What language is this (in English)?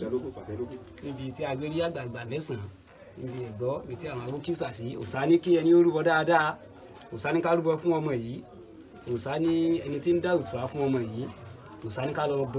Yoruba